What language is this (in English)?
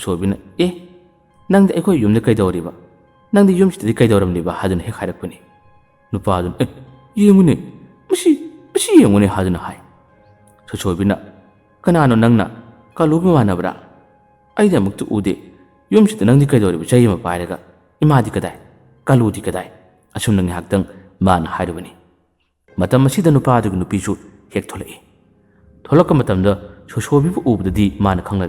Manipuri